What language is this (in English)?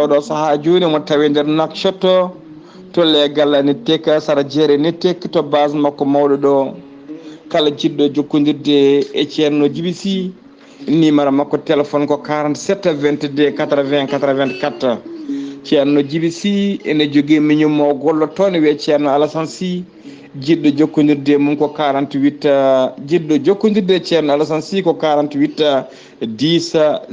Fula